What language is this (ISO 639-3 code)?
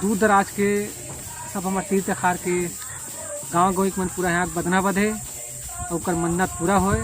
hne